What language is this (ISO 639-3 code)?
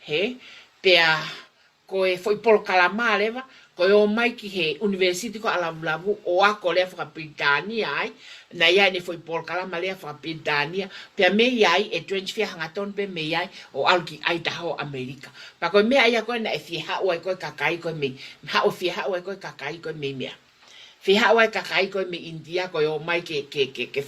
ton